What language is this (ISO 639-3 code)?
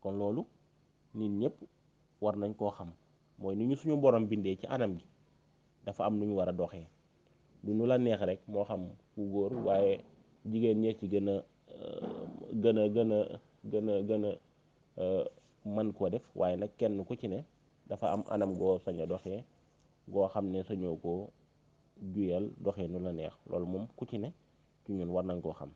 wol